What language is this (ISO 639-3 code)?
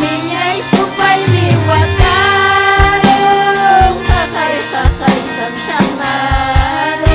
quy